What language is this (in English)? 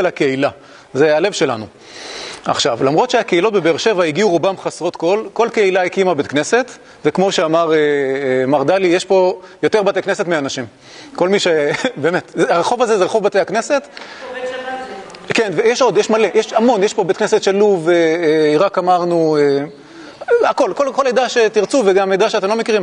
Hebrew